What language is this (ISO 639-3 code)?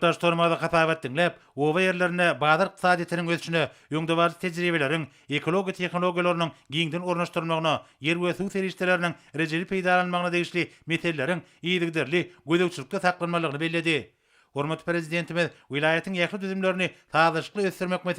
tuk